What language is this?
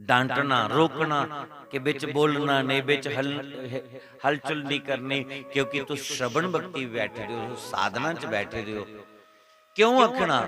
Dogri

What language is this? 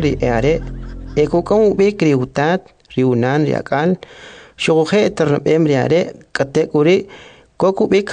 Kʼicheʼ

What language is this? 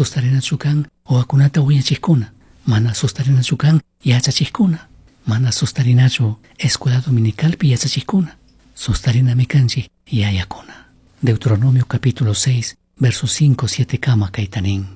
Chimborazo Highland Quichua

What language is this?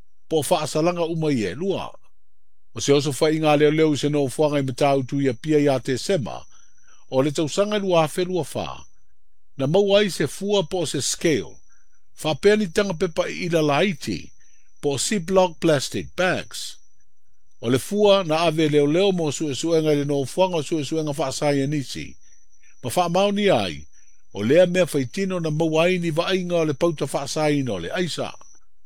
Samoan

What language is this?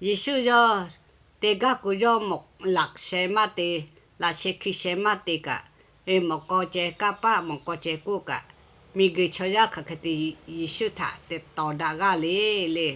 Lahu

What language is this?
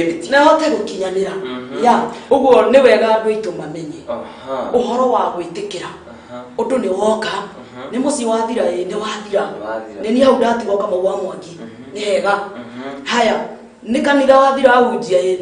Kikuyu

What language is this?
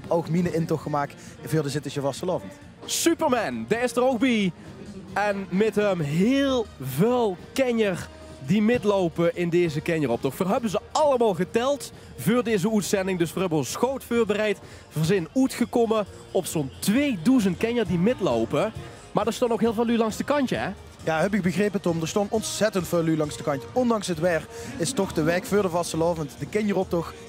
Limburgish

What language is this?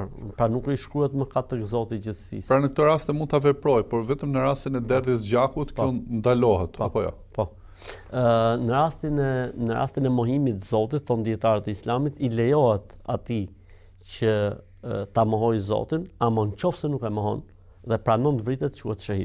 Albanian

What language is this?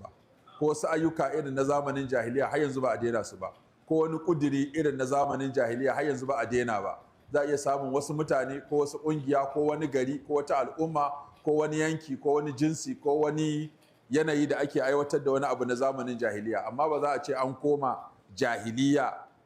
Hausa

